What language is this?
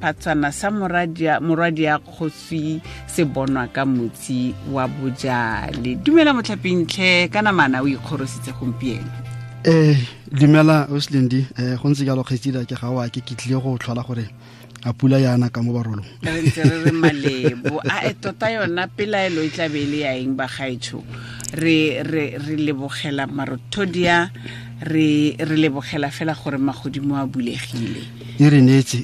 Tswana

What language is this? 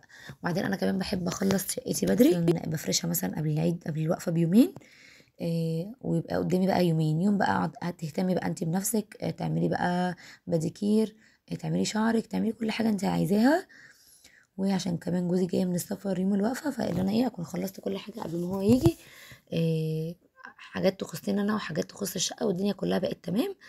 Egyptian Arabic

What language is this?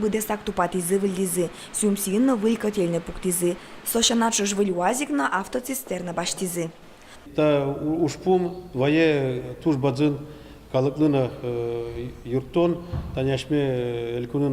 Udmurt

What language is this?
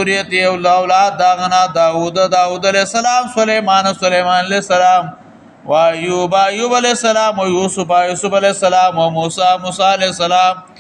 Pashto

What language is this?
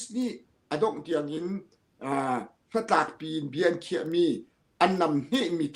Hakha Chin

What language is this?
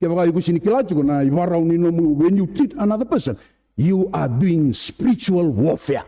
Fijian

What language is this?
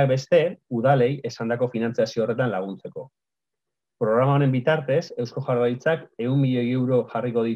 Basque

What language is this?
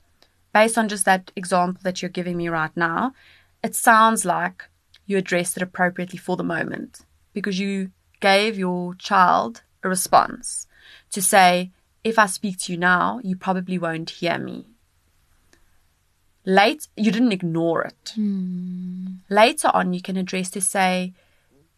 English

